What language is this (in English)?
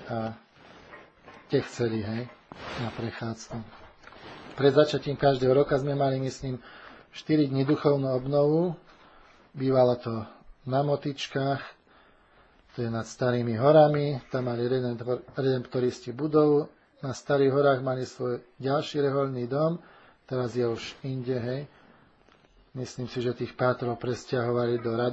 Slovak